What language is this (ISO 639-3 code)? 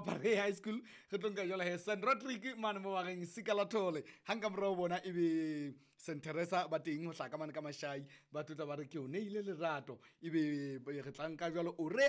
sot